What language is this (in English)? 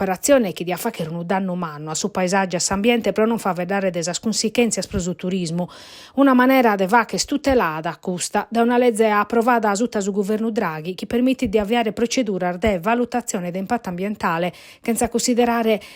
Sardinian